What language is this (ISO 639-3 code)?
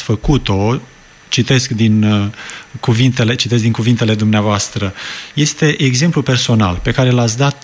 ron